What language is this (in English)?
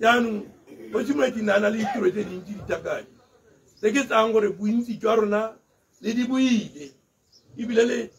Tswana